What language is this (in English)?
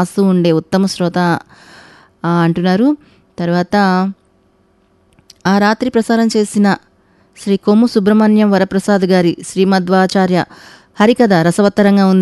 Telugu